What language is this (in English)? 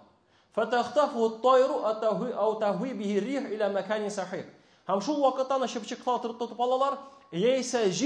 Tatar